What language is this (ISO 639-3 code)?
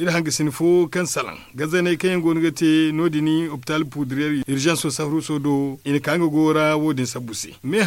dje